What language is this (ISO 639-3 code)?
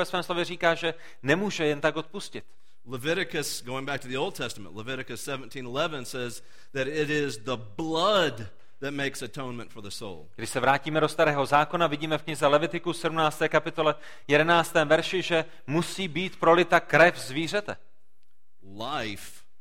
ces